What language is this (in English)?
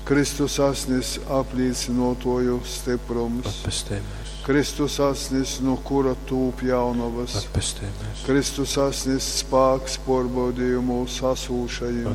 Latgalian